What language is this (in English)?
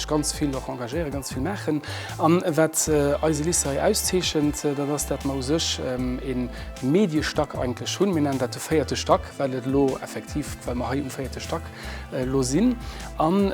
Luxembourgish